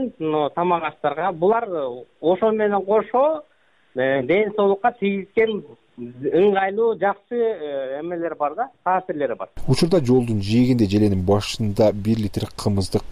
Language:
Kyrgyz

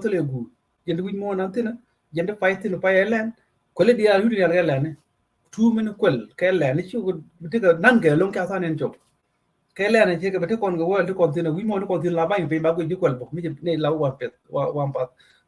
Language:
Nuer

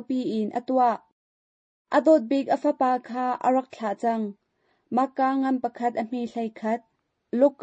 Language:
Hakha Chin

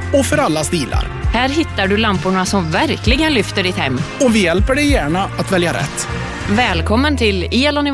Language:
Swedish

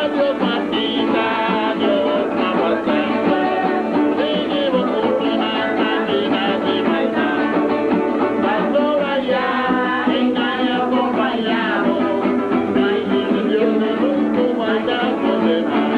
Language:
Papiamento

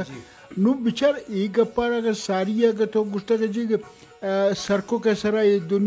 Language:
Eastern Balochi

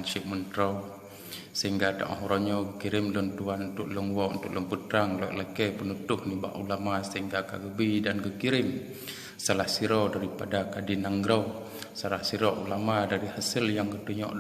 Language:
Achinese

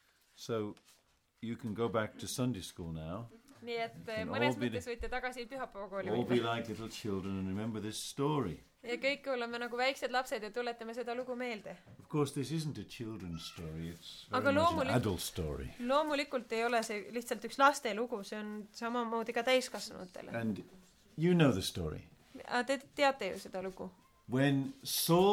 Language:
Estonian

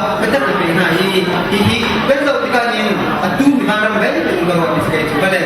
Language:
Hakha Chin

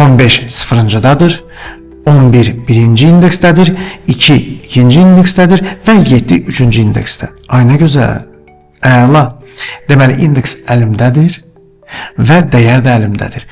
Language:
Azerbaijani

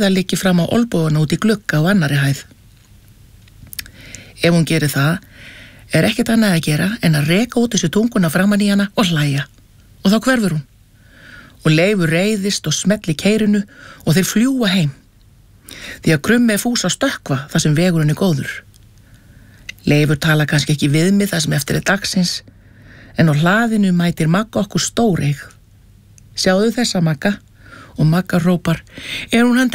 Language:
Icelandic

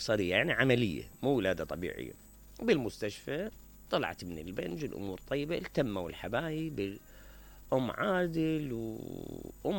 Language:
Mesopotamian Arabic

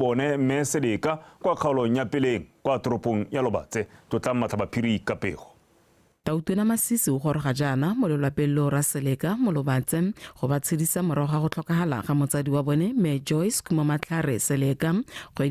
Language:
Tswana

